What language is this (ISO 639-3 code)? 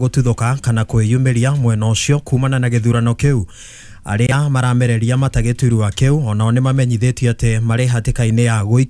kik